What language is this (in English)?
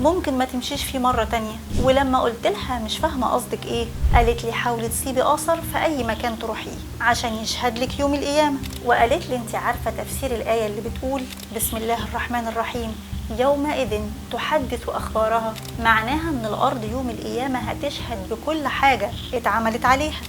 Egyptian Arabic